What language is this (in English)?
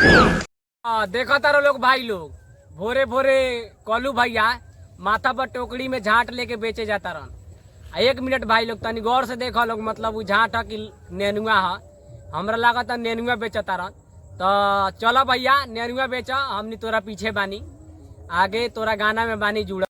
Bhojpuri